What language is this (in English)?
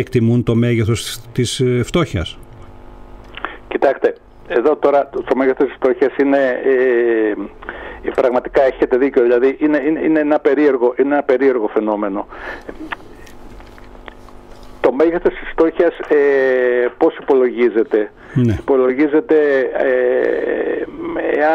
Greek